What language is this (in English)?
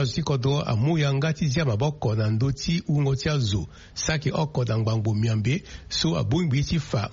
Sango